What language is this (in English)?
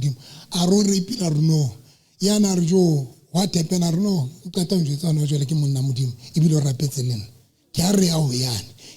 Southern Sotho